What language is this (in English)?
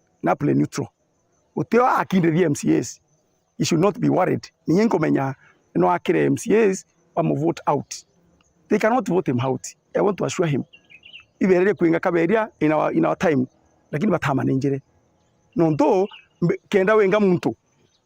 Meru